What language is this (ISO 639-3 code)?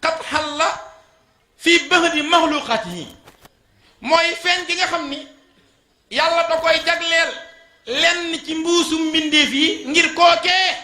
wol